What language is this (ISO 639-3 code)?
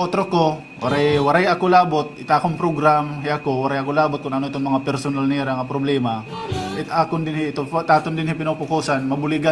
war